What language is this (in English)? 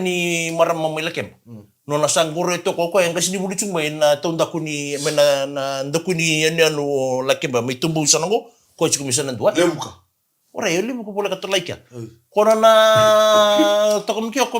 Fijian